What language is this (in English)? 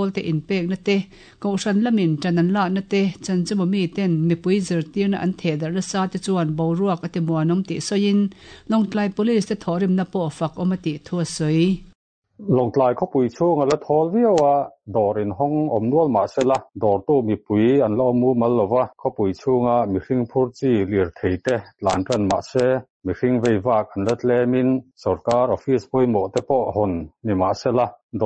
Mizo